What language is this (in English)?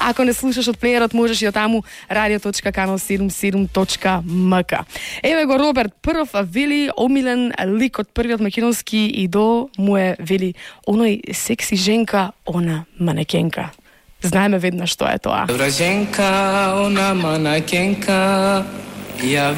Macedonian